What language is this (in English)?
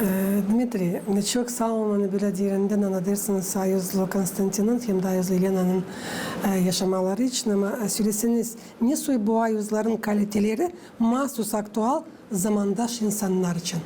Gagauz